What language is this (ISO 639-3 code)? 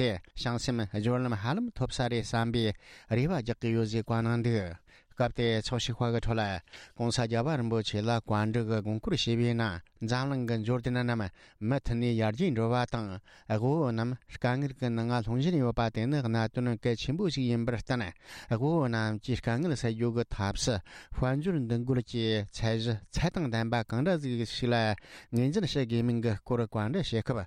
bod